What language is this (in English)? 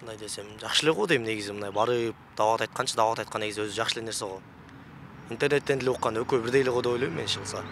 Kyrgyz